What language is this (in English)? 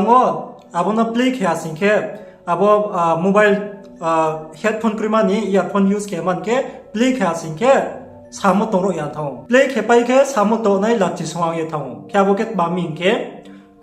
Riang (India)